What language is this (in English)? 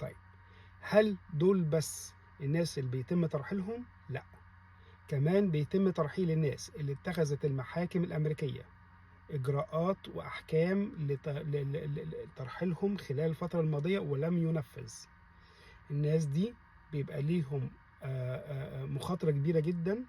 Egyptian Arabic